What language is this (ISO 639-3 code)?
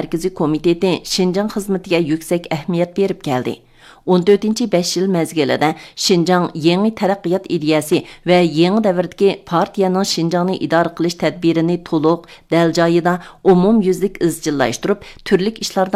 uig